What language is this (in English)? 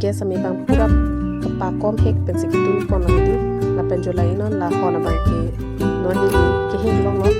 Karbi